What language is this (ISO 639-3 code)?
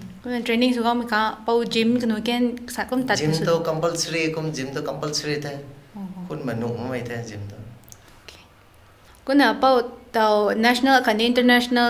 nbu